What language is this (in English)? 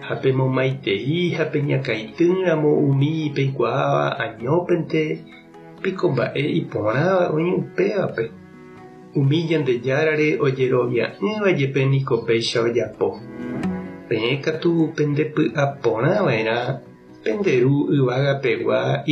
Guarani